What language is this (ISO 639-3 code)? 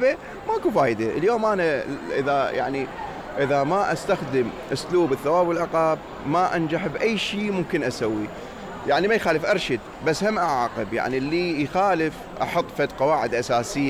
acm